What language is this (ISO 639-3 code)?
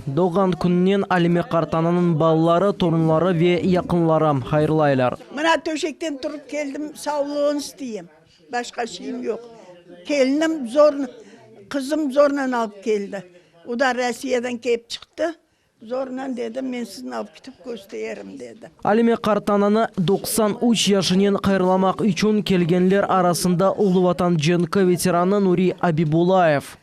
crh